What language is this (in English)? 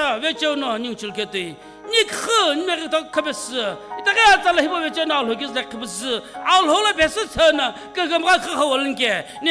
Sumi Naga